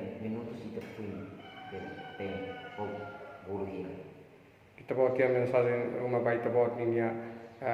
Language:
Tetum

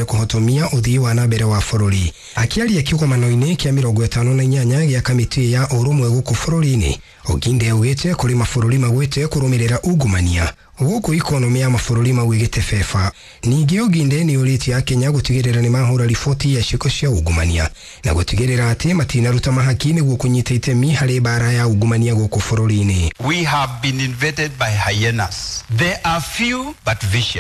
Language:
Kikuyu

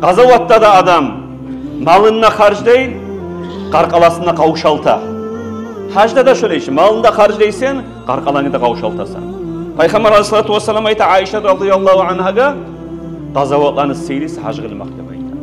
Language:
Kumyk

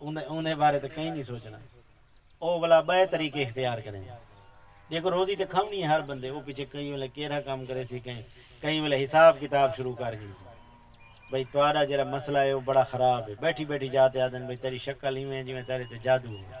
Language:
Saraiki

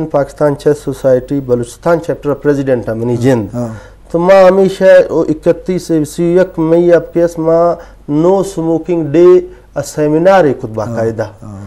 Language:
Eastern Balochi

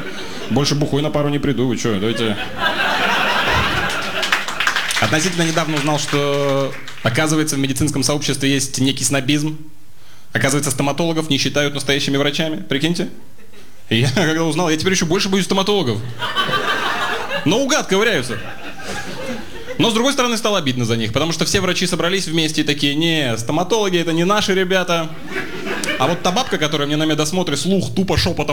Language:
Russian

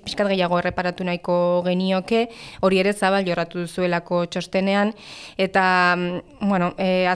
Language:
Basque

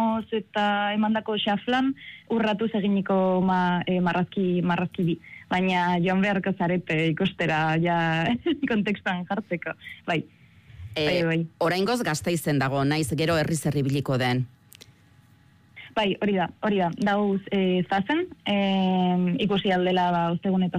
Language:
Basque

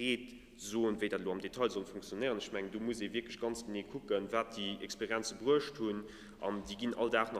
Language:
Luxembourgish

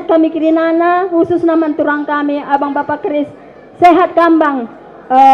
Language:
Batak Karo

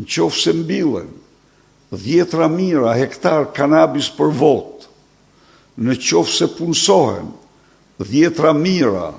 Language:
Albanian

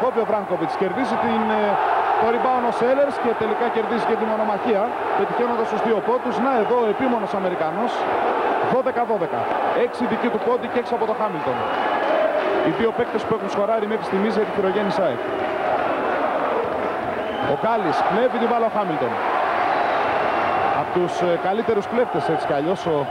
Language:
Greek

